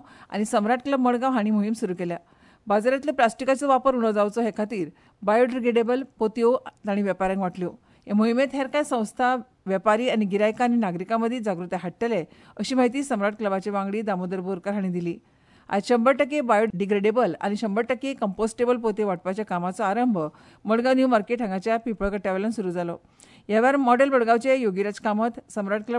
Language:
Konkani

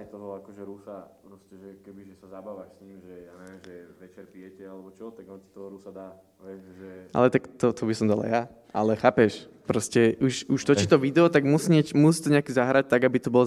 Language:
Slovak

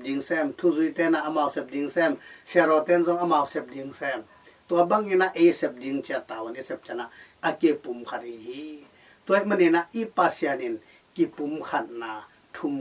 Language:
Tedim Chin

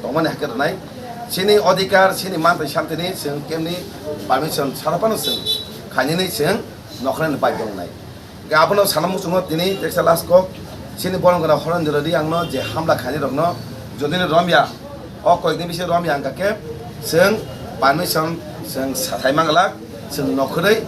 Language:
Kok Borok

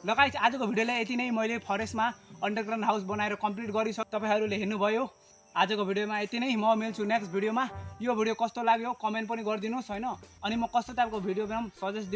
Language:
Nepali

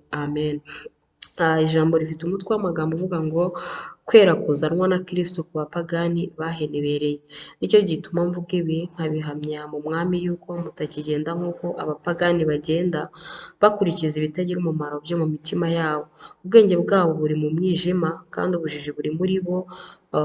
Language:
Kinyarwanda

